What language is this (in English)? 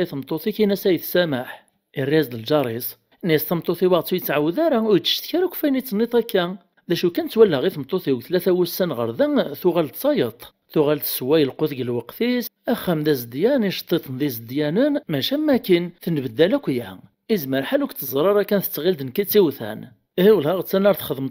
Kabyle